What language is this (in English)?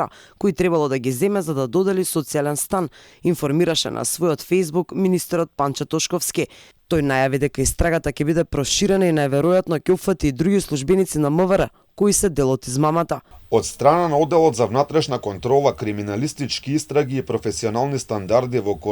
Macedonian